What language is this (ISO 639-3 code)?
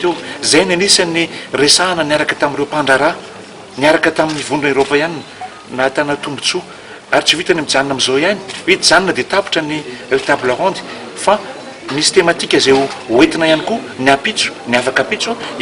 mlg